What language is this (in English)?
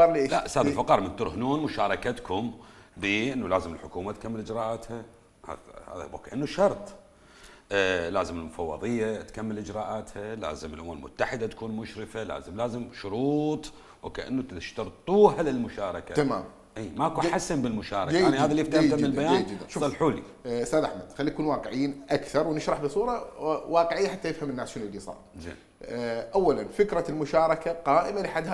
Mesopotamian Arabic